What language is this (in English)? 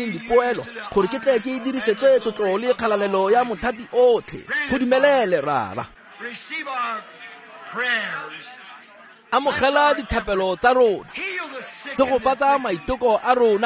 Tswana